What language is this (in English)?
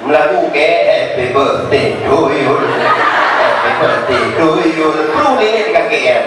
Achinese